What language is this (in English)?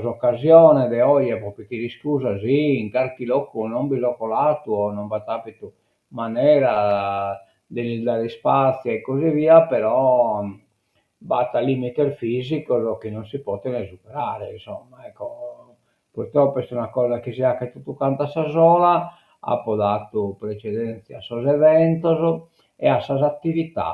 Sardinian